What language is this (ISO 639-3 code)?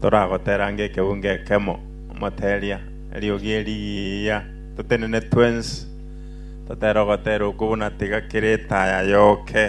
guz